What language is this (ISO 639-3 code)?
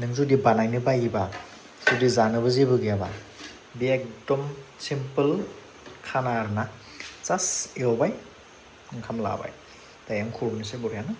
brx